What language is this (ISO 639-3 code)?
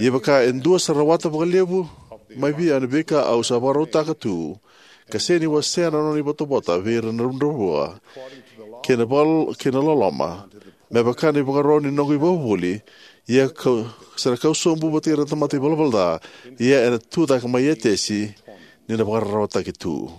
fij